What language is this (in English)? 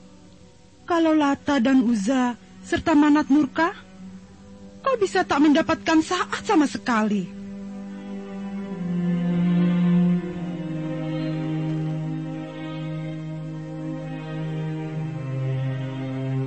Indonesian